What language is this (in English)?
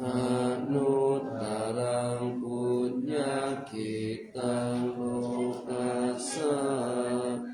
Pali